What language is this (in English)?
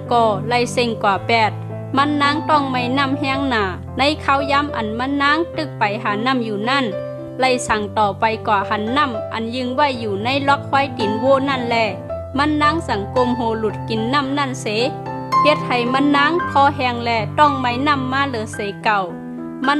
Shan